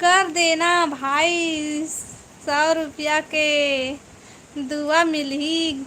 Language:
Chhattisgarhi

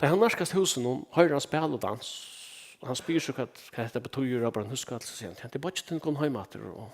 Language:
Faroese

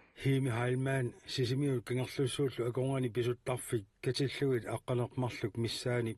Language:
Kalaallisut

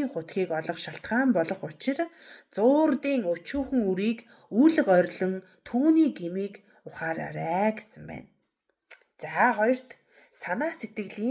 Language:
Mongolian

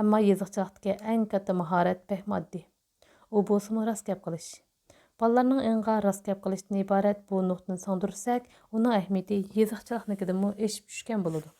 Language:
Uyghur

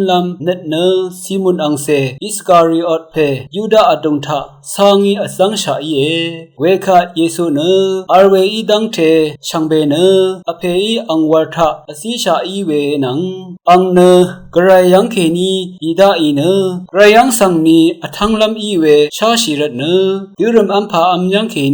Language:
Rawang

